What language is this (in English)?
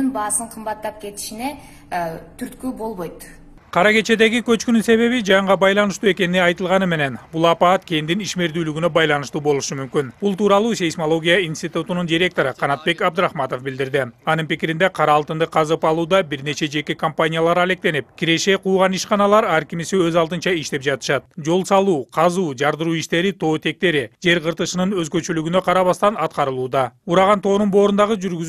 Kyrgyz